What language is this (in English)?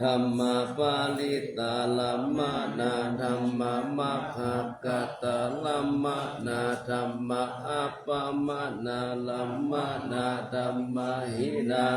Pali